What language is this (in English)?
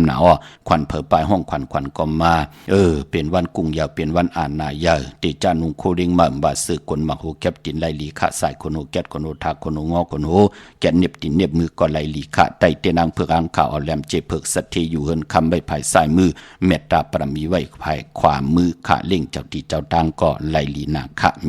Shan